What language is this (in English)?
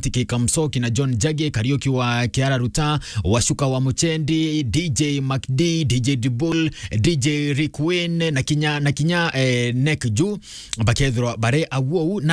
Meru